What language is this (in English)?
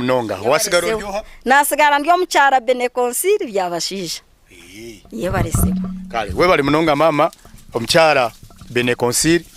Nyankole